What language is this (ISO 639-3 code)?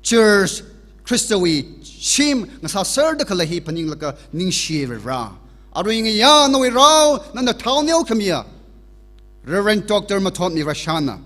nmf